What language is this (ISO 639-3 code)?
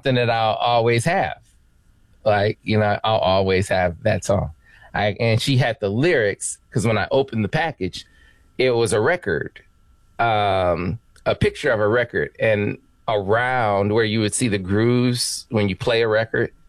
eng